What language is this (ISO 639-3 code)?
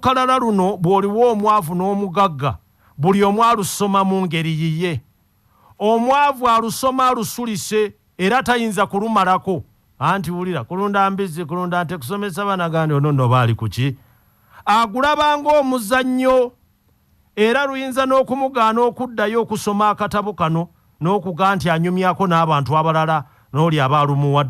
lug